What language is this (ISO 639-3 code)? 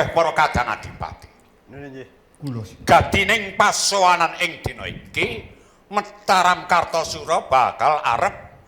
jav